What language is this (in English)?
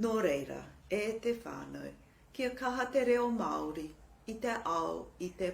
Māori